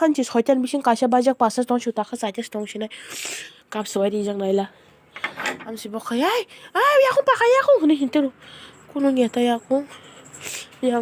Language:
Kok Borok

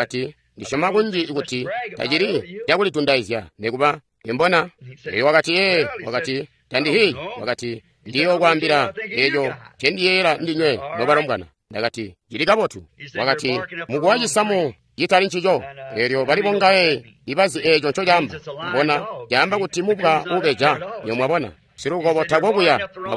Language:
Tonga (Zambia)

